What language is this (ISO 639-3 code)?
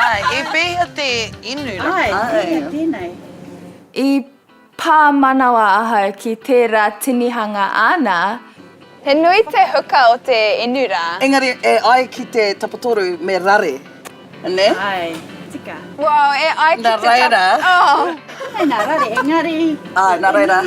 mri